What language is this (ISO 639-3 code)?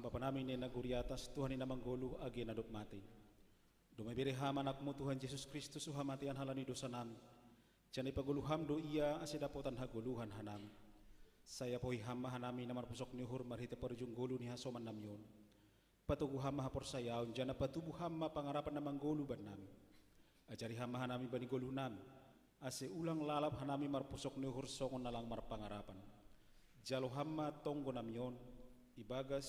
bts